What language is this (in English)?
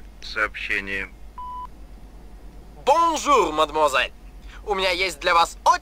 Russian